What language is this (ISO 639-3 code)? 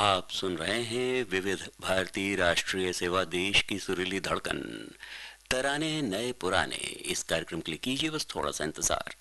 hin